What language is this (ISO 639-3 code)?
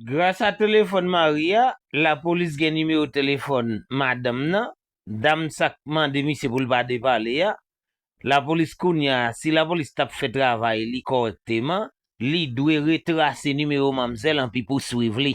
hat